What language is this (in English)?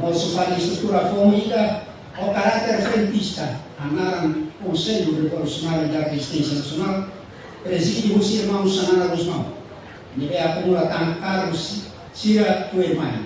Tetum